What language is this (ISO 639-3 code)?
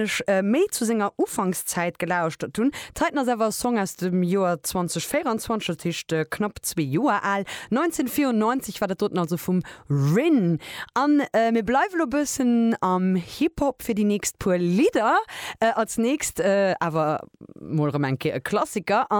ltz